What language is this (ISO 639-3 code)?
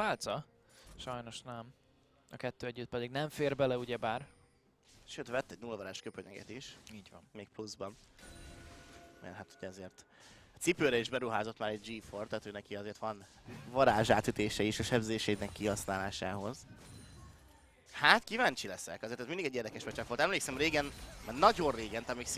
hun